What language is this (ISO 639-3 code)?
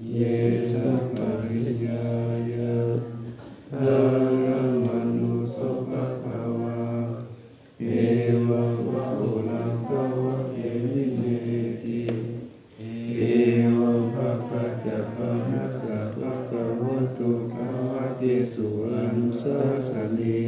pli